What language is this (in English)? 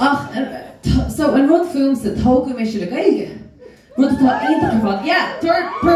Irish